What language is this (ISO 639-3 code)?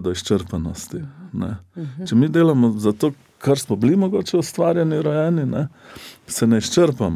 slv